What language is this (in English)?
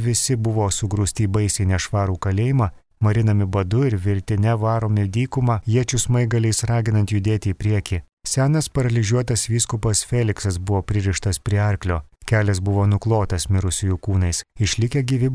Lithuanian